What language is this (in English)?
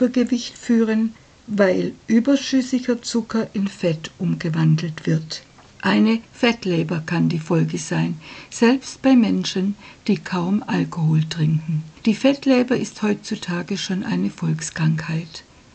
German